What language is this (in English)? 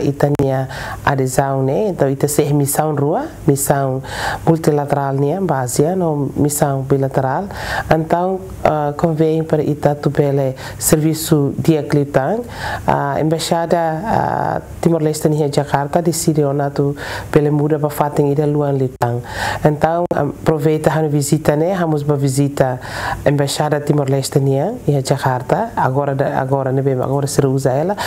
Tetum